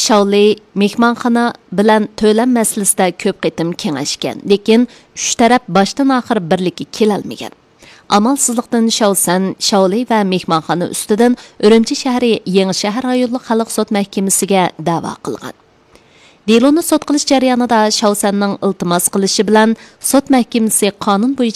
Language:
Uyghur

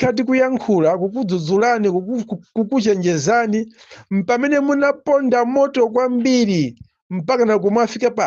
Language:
Nyanja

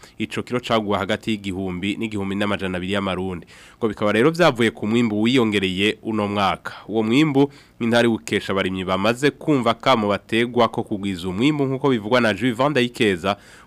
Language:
Rundi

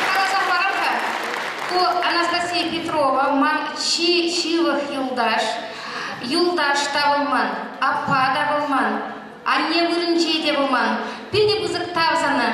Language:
Chuvash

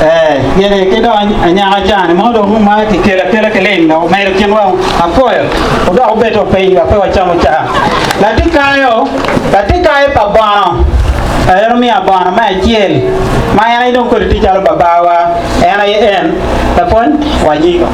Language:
Acoli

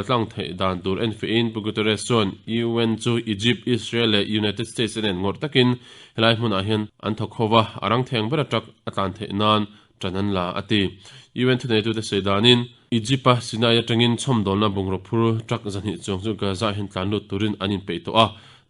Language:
Mizo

